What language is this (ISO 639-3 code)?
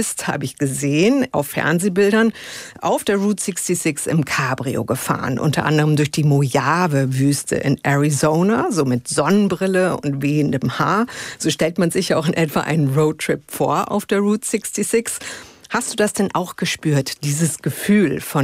deu